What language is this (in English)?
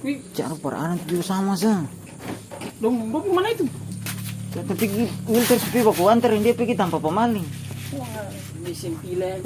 Ambonese Malay